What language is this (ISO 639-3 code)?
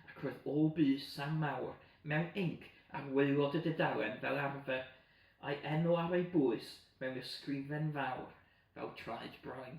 cym